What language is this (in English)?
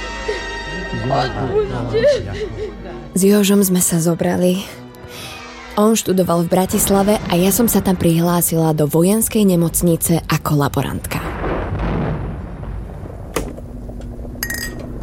Slovak